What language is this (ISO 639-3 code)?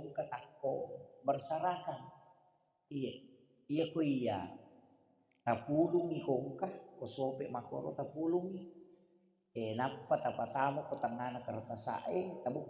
bug